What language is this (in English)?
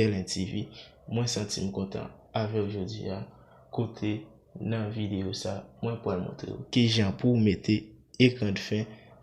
Haitian Creole